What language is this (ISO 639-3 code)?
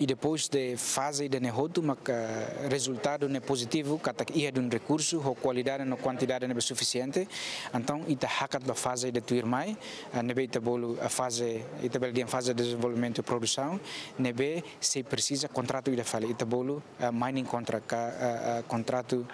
tet